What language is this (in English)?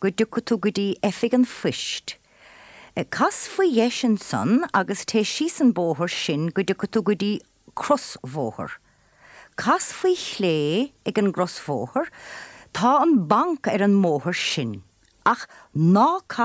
Irish